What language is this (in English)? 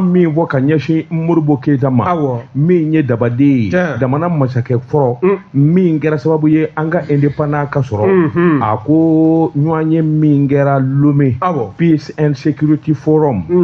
Bambara